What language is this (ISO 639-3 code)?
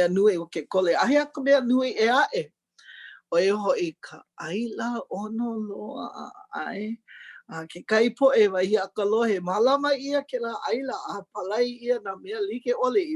haw